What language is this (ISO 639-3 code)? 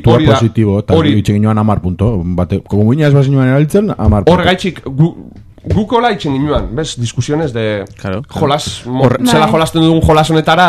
eus